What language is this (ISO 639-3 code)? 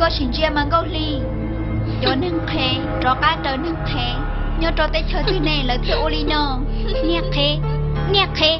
hmn